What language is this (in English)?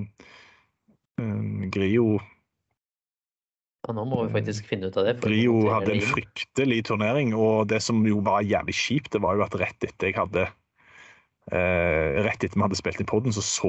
Norwegian